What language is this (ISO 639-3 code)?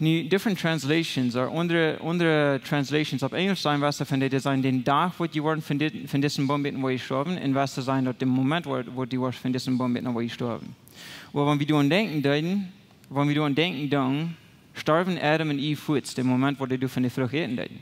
pdt